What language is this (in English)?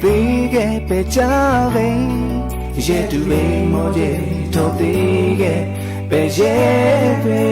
Lahu